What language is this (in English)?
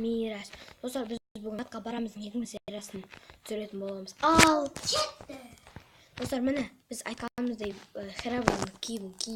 Kazakh